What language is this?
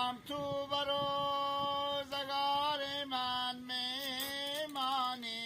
Hazaragi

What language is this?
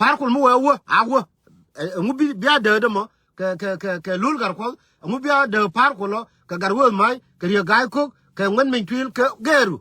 Nuer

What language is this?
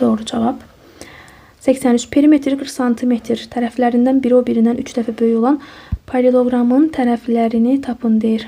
Azerbaijani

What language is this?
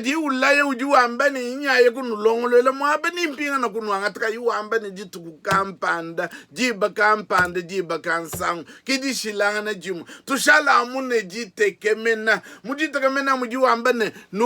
Luba-Lulua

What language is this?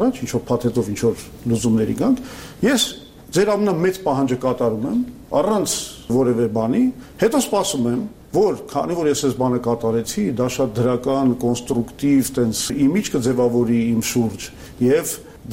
Armenian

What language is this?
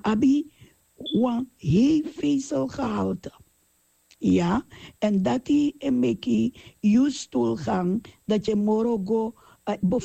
Sranan Tongo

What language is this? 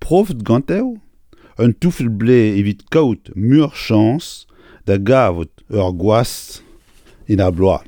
Breton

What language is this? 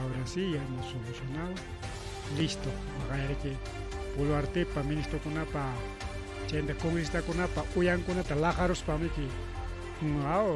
Ayacucho Quechua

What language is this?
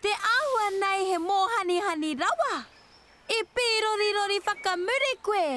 Māori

